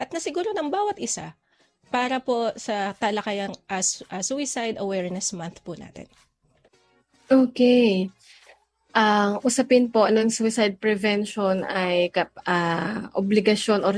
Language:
Filipino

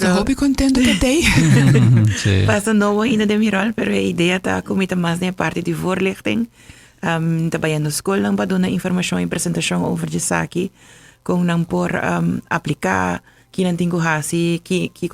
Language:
Papiamento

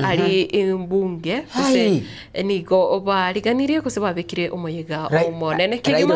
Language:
Gusii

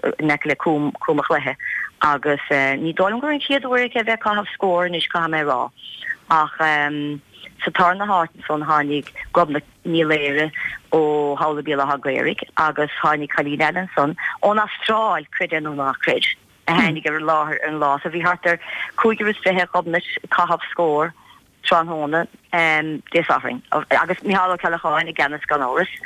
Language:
Irish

